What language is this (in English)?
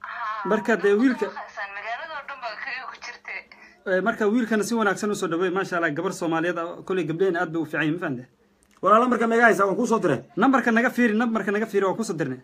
Somali